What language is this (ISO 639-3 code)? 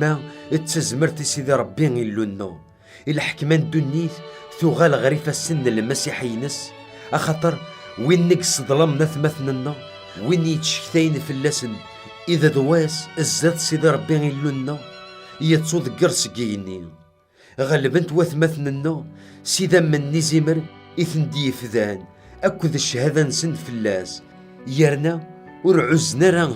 kab